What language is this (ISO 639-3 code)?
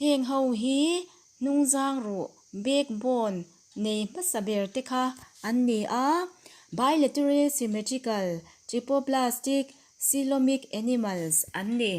lus